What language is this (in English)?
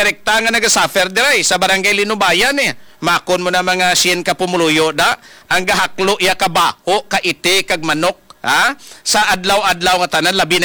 Hiligaynon